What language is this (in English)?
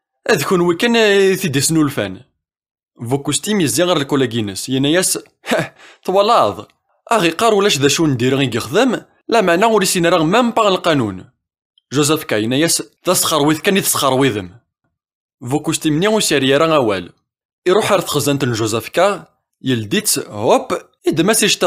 Kabyle